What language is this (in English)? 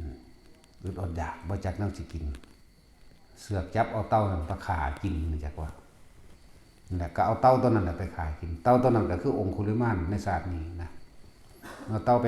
Lao